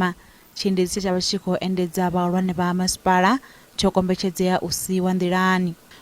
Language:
Venda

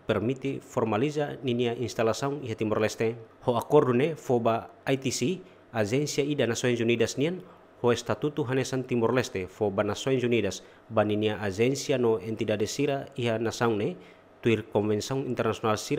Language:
Tetum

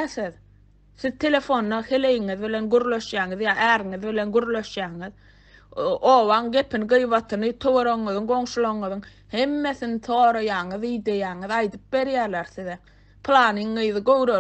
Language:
Turkmen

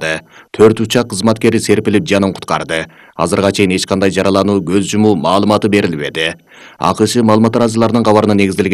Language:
Kyrgyz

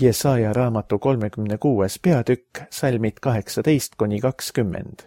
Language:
Estonian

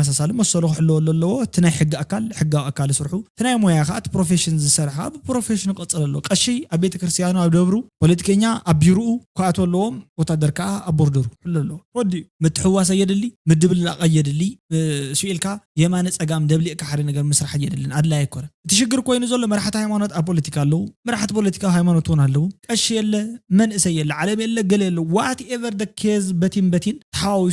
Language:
Tigrinya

